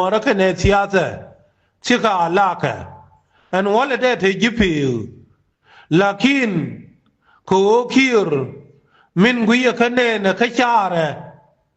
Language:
Nuer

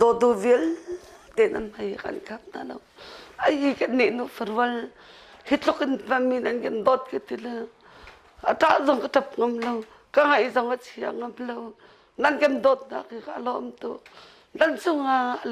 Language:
Hakha Chin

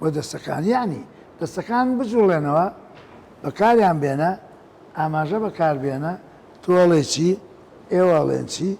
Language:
Central Kurdish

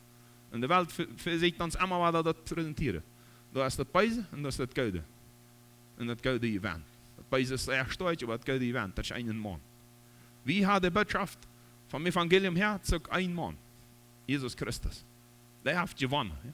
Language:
Plautdietsch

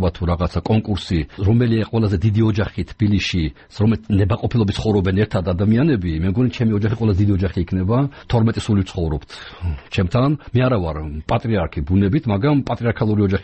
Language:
Georgian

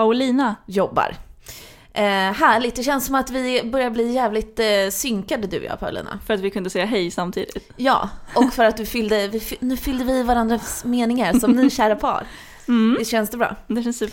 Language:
Swedish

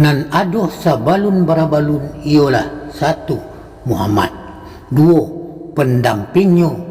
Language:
Minangkabau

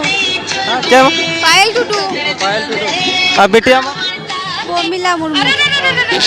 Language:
Santali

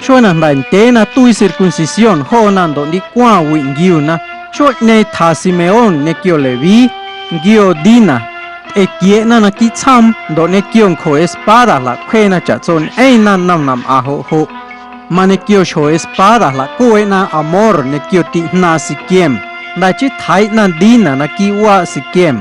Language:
Guerrero Amuzgo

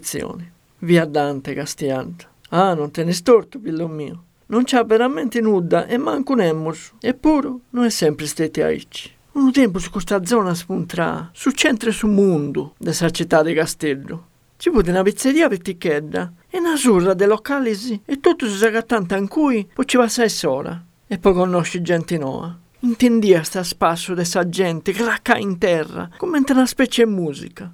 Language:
Sardinian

